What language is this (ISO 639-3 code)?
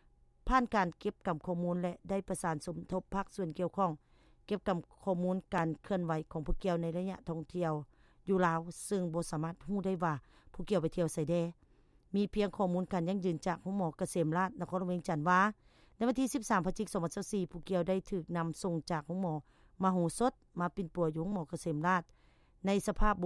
lao